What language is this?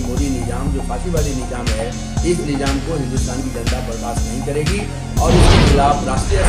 Hindi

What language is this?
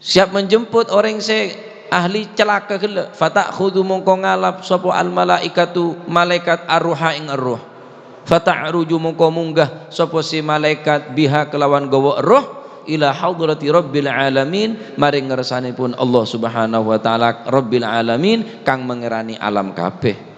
Madurese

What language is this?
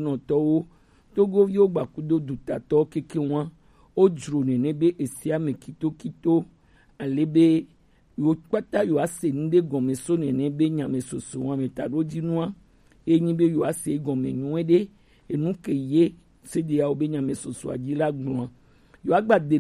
Gen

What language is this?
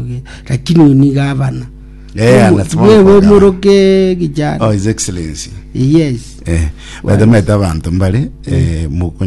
Gusii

